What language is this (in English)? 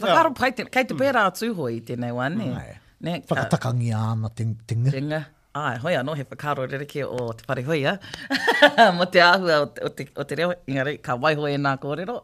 Māori